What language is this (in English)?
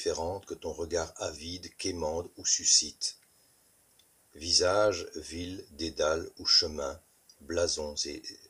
French